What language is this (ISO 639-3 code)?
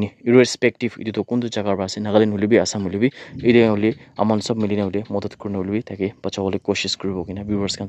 nag